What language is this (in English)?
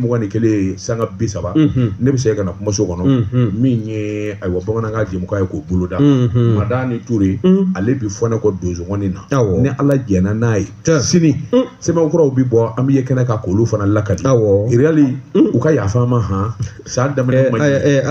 Bambara